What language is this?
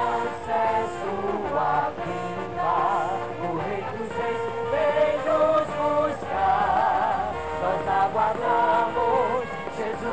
Portuguese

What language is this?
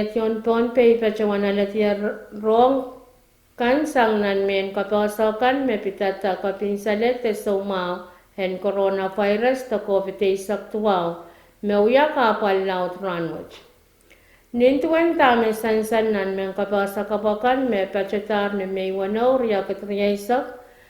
Pohnpeian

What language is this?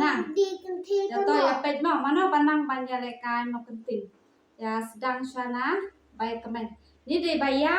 Khasi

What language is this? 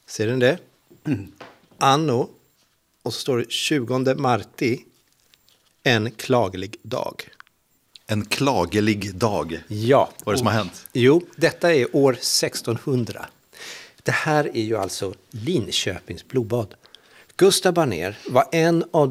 Swedish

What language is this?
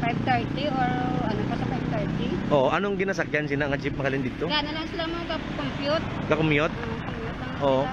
Hiligaynon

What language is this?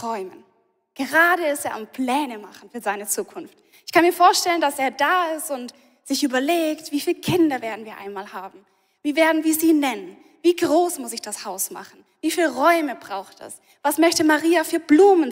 Swiss German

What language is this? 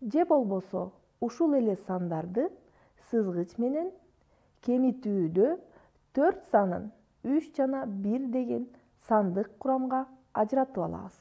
Kyrgyz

